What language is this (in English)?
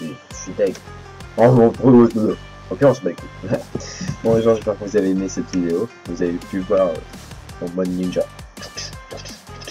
French